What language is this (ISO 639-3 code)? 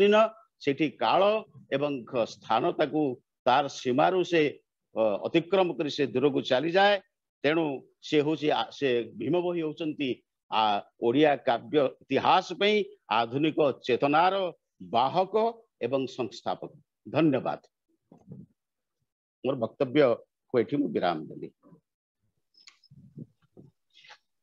ori